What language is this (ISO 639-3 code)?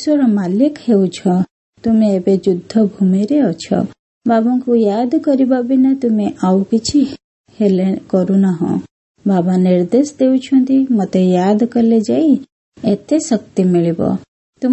ori